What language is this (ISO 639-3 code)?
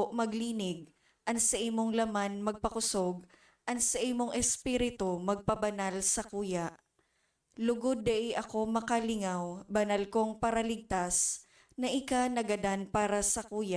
bik